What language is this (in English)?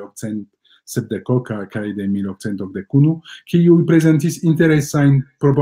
Esperanto